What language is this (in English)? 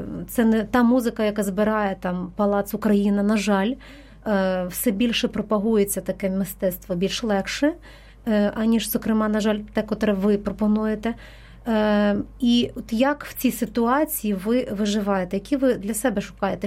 Ukrainian